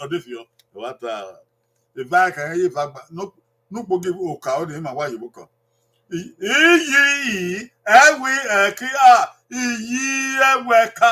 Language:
Bini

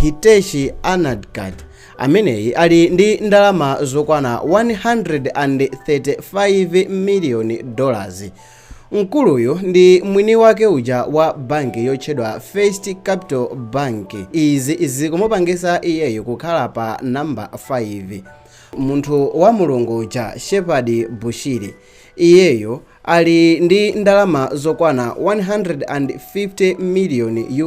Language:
Nyanja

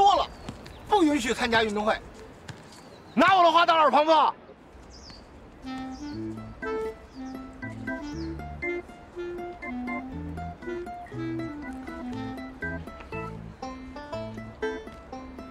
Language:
Chinese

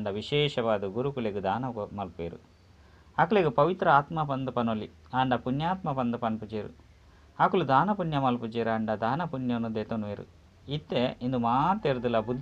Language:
Tulu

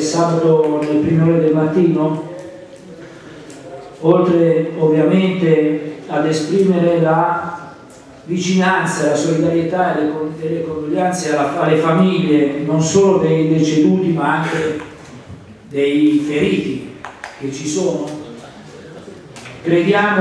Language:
Italian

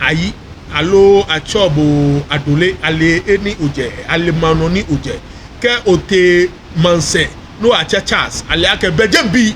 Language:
Ga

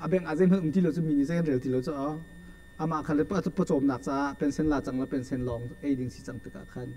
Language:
Hakha Chin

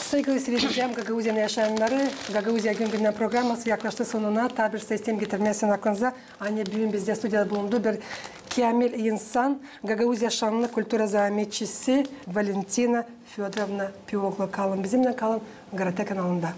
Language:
Gagauz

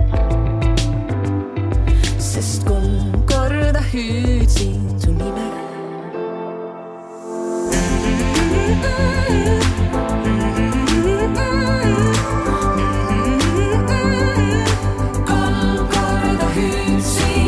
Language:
Estonian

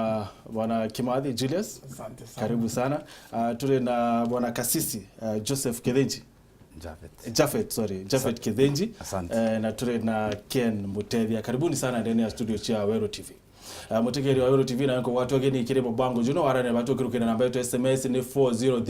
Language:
Meru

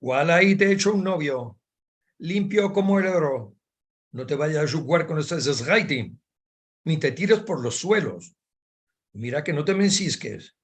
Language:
Ladino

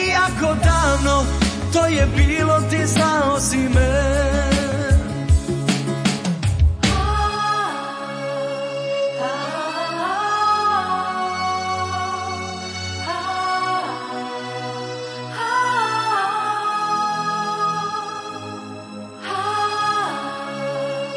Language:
Croatian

